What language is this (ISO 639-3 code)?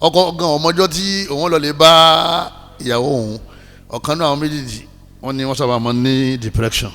yor